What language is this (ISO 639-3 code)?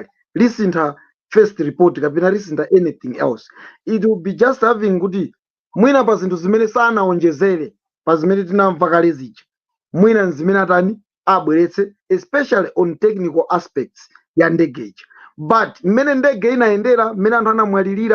nya